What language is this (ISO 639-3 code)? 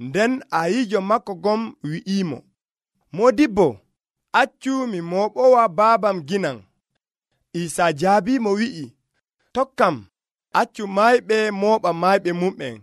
fuv